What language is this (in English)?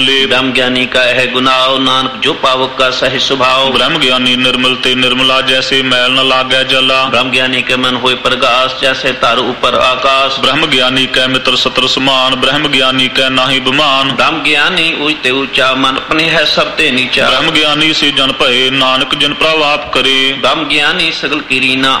Punjabi